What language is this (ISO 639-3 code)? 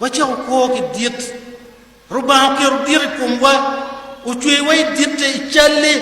ach